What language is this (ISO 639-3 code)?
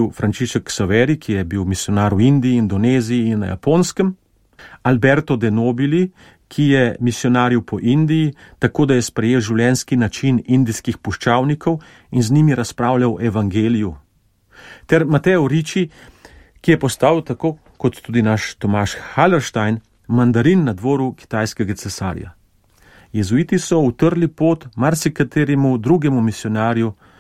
slv